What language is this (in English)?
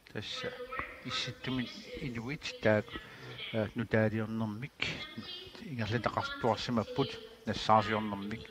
Kalaallisut